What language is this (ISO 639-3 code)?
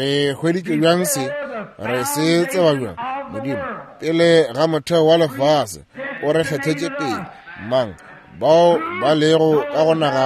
nso